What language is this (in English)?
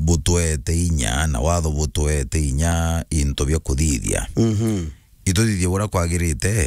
Meru